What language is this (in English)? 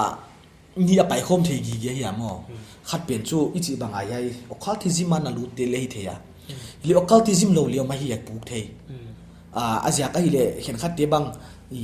Paite Chin